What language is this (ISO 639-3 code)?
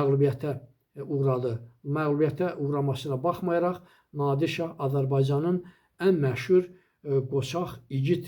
aze